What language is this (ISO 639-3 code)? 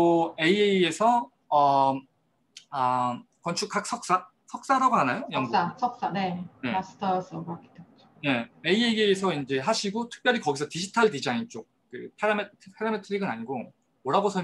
kor